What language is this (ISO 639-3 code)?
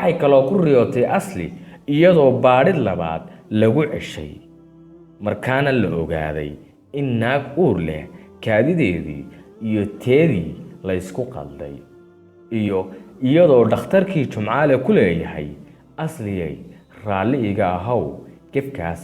som